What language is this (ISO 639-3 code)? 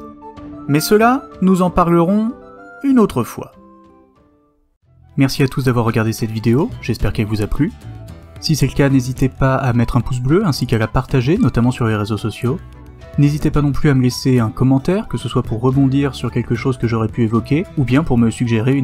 fra